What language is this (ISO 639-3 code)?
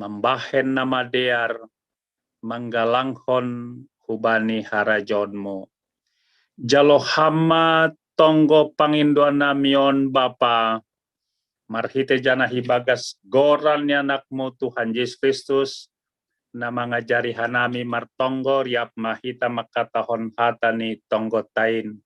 bts